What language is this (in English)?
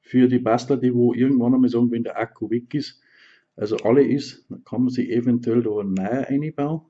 Bavarian